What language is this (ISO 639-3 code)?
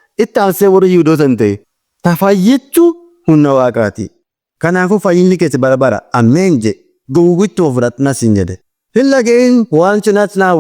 orm